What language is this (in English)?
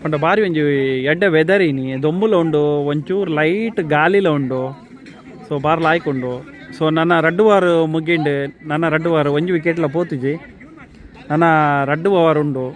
Tulu